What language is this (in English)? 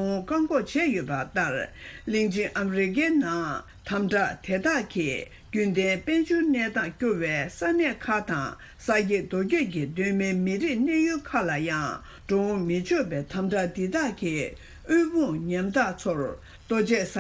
Tibetan